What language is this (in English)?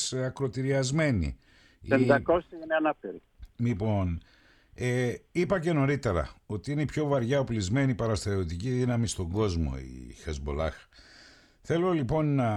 Greek